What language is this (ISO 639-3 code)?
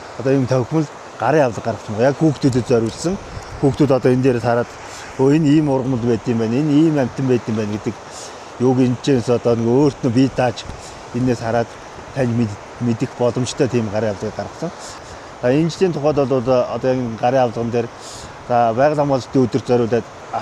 mon